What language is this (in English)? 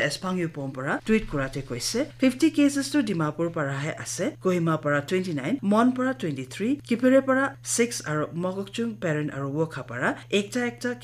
Naga Pidgin